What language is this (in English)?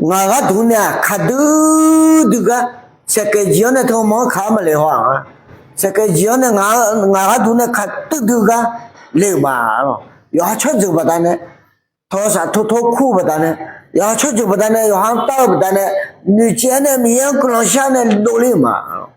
Akha